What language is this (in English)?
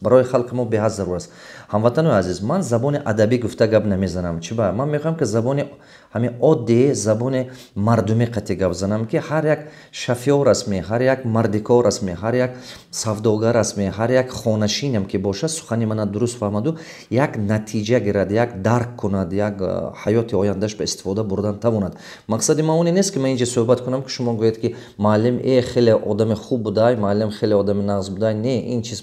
Tajik